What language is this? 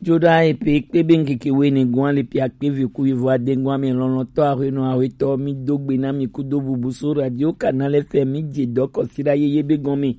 Gen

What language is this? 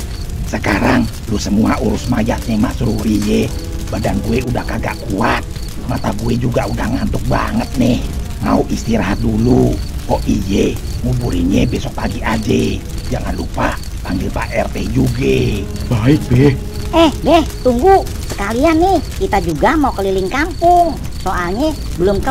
Betawi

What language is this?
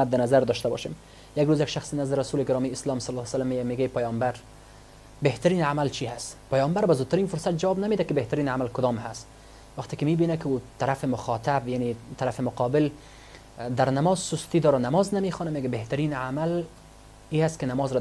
Persian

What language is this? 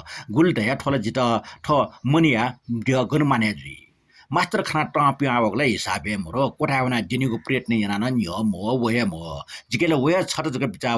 Newari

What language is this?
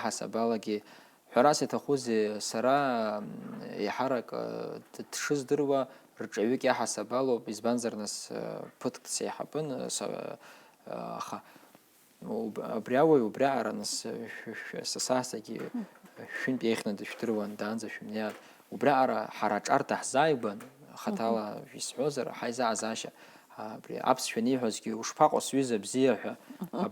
Abkhazian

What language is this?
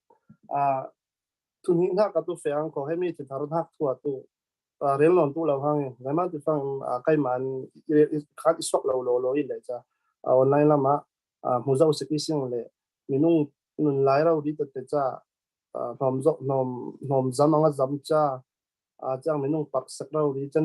Falam Chin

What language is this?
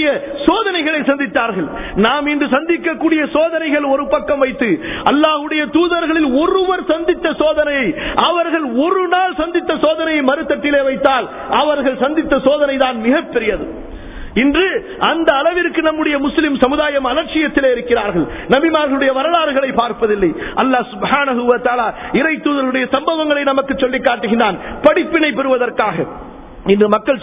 Tamil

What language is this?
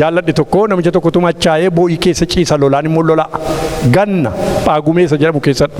Oromo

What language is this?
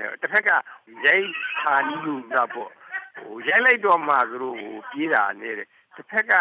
Burmese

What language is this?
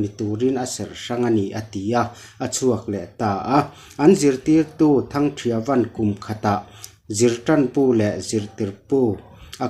Mizo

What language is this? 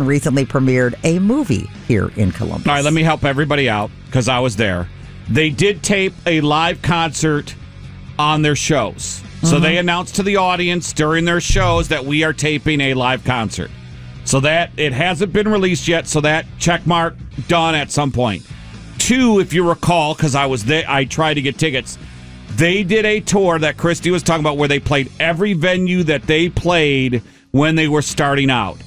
English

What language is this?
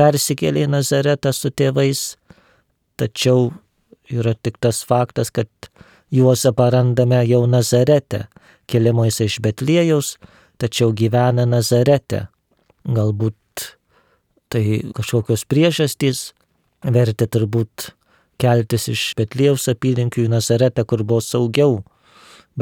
Lithuanian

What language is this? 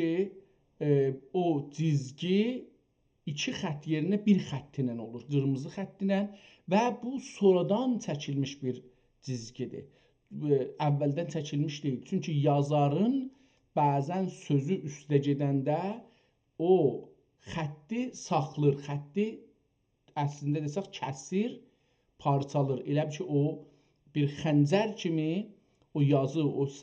South Azerbaijani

